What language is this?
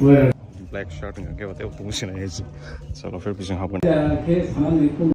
Kok Borok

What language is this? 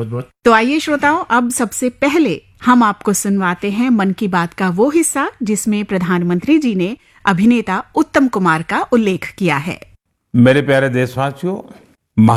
Hindi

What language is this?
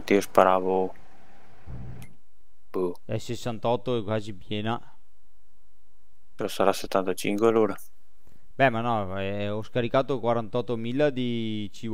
Italian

